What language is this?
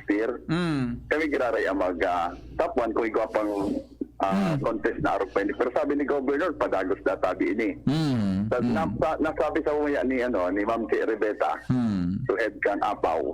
Bikol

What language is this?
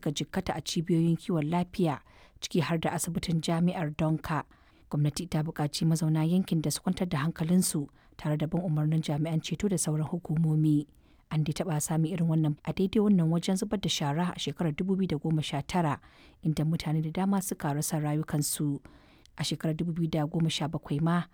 Hausa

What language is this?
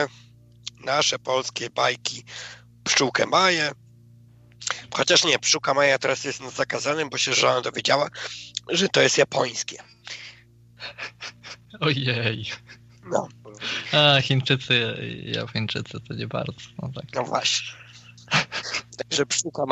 Polish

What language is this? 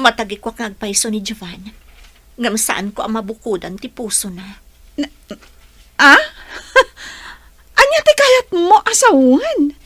Iloko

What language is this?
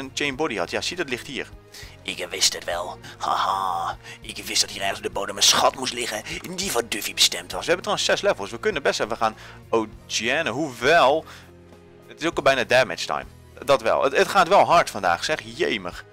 Dutch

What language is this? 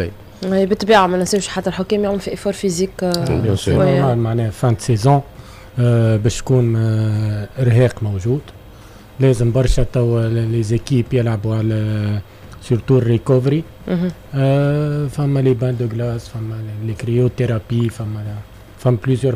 Tunisian Arabic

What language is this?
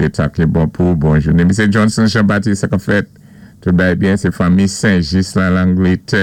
Saint Lucian Creole French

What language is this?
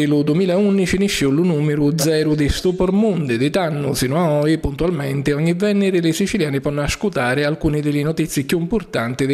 Sicilian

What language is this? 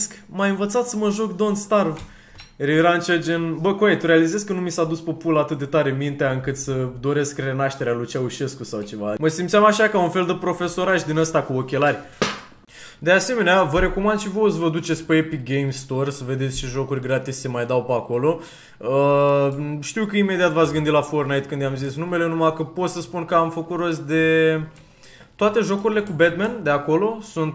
Romanian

